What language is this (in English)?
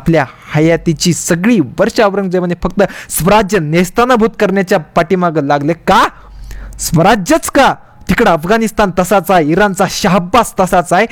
Marathi